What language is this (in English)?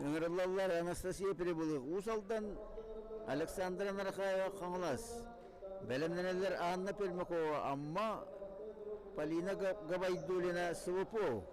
Yakut